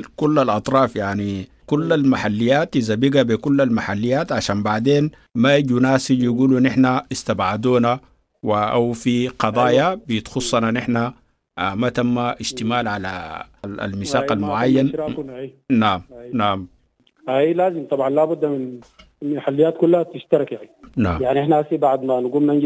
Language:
Sudanese Arabic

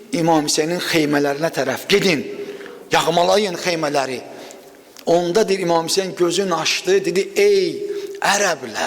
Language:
Azerbaijani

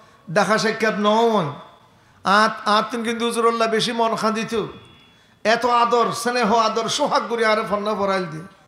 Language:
Rohingya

